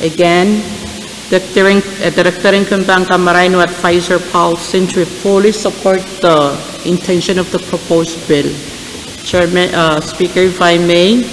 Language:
Pohnpeian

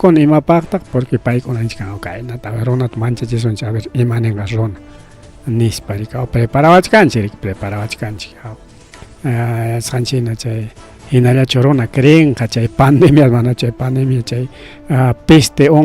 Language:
Ayacucho Quechua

